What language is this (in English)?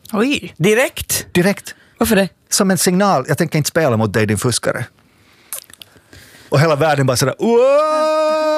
Swedish